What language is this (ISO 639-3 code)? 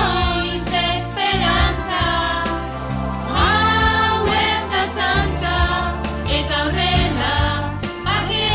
eus